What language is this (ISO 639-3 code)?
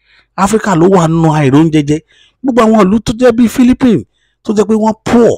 yor